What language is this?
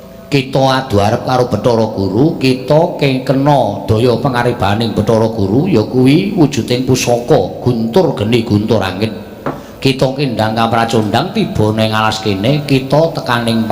Javanese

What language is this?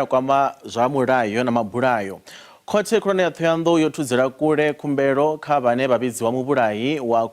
Venda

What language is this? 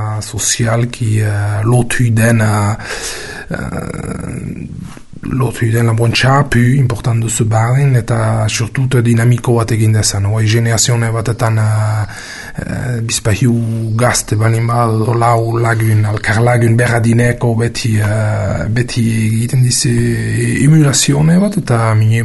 Basque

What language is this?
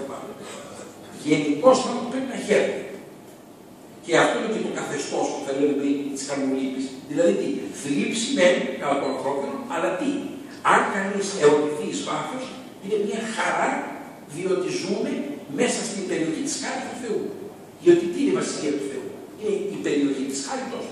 Greek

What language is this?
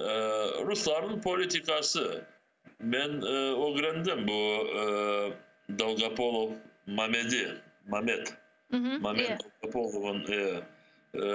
Crimean Tatar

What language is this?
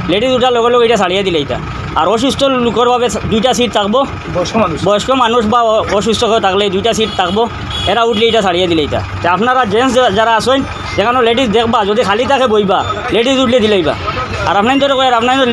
Sylheti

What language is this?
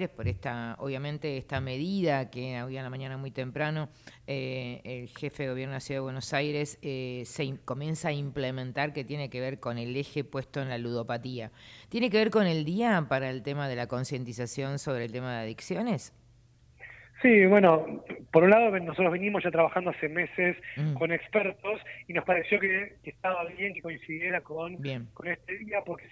Spanish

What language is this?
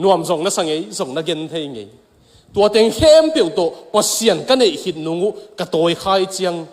Tedim Chin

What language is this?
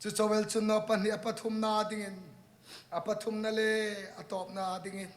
Hmar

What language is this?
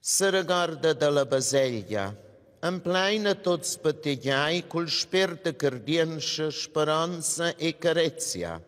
Romansh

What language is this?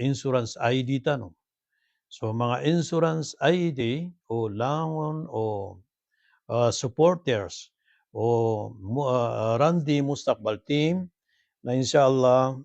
Maranao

